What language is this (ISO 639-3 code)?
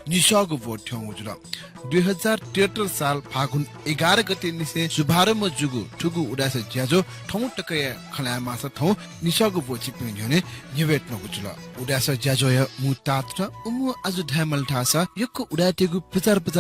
new